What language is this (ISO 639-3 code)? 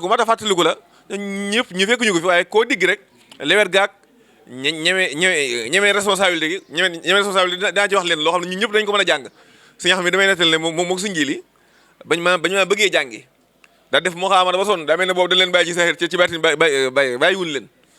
wol